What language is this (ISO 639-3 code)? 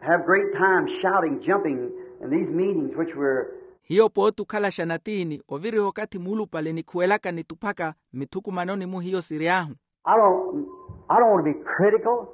vmw